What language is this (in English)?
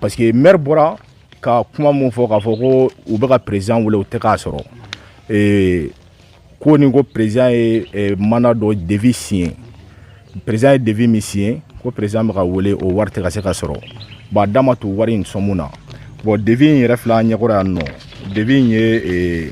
Bambara